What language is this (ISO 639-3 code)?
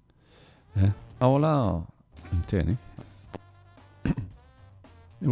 eus